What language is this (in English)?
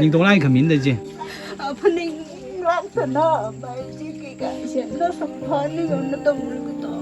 Tangkhul Naga (India)